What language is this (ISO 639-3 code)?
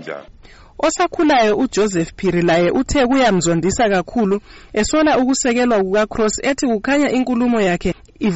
nde